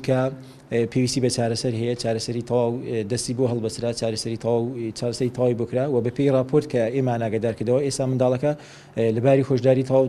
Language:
Central Kurdish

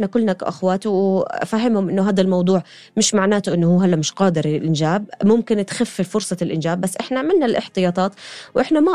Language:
North Levantine Arabic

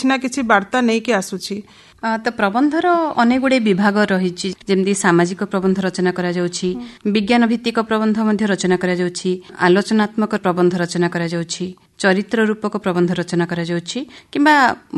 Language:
Odia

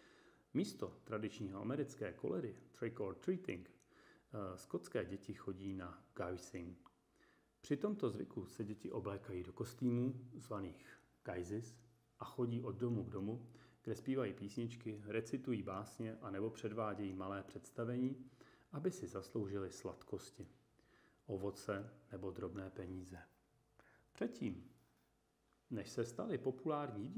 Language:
Czech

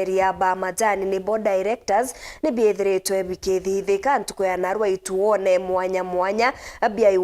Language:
Meru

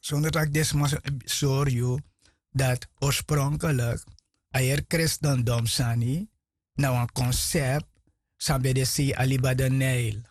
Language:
Sranan Tongo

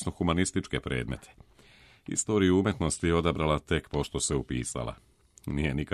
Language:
Serbian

